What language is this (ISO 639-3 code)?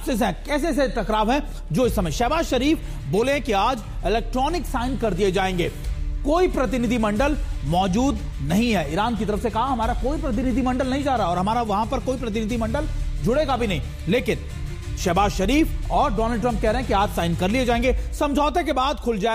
hin